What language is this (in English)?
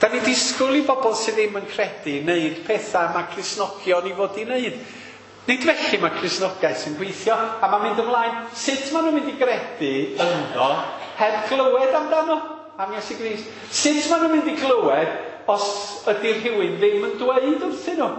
Welsh